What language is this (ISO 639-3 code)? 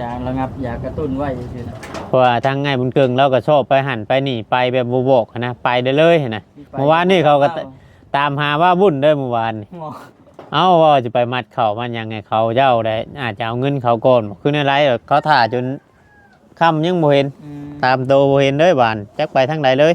tts